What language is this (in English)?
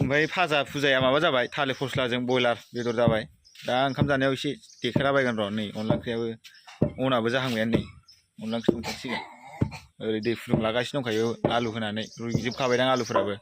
Bodo